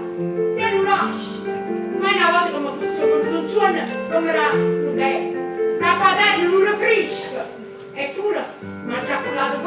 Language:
Neapolitan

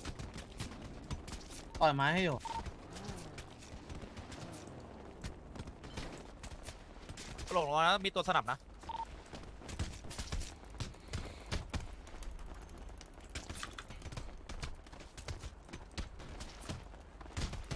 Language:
Thai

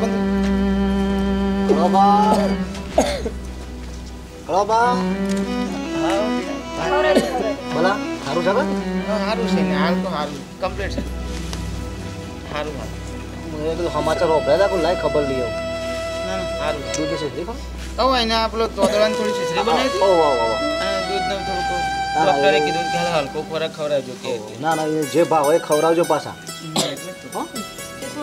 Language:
Gujarati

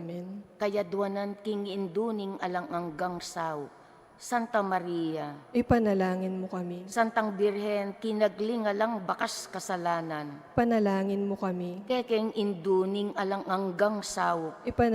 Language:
Pampanga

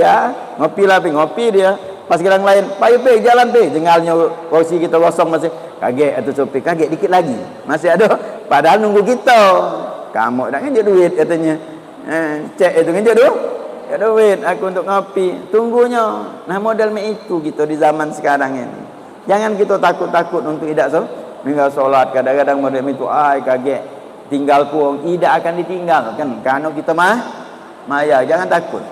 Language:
Musi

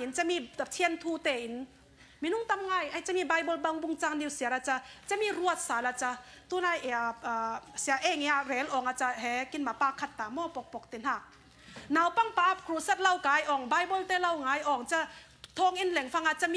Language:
Falam Chin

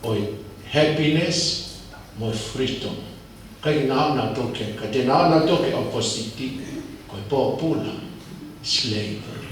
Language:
Tongan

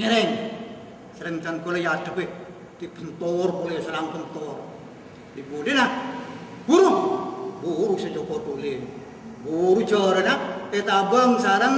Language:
Madurese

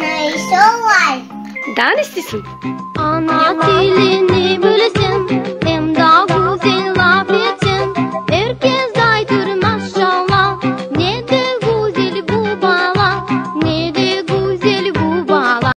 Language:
Crimean Tatar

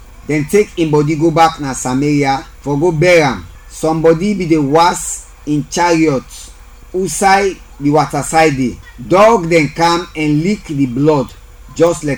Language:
Krio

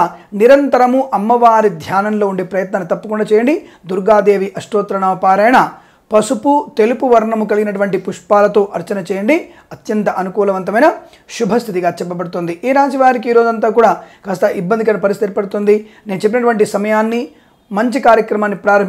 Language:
Telugu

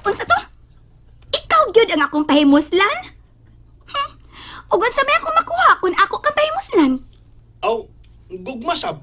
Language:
Cebuano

